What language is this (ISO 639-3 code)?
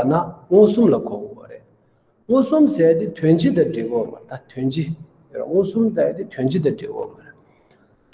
bod